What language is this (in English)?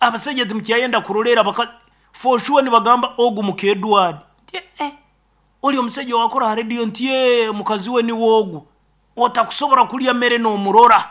Nyoro